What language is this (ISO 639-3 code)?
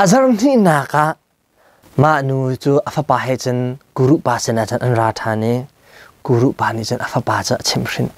cnh